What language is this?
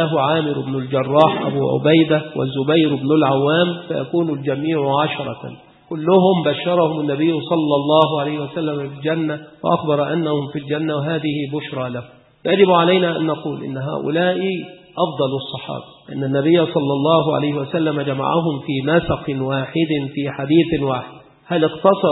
Arabic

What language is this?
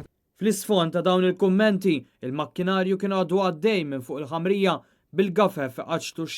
Maltese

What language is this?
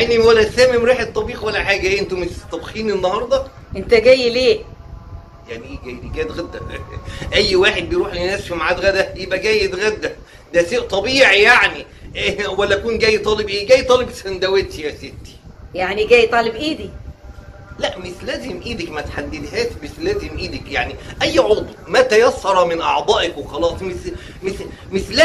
Egyptian Arabic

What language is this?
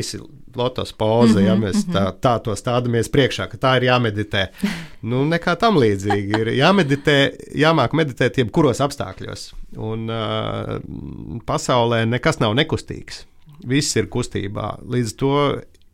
Latvian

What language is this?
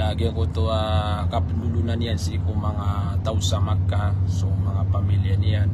Maranao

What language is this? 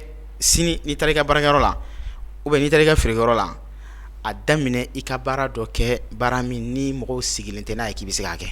Bambara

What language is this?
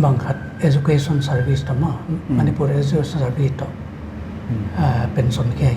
Paite Chin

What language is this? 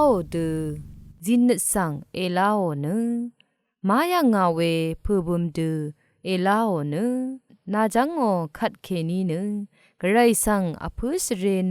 Rawang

